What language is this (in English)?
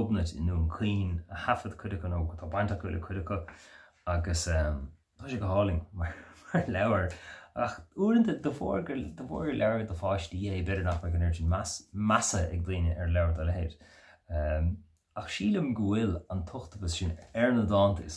Irish